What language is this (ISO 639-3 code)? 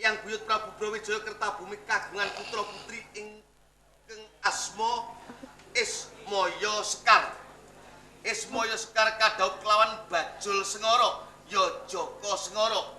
jav